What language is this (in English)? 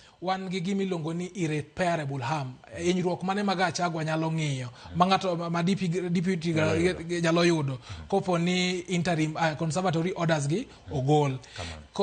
Luo (Kenya and Tanzania)